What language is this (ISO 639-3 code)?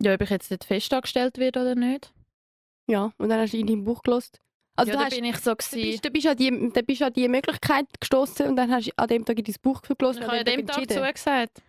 gsw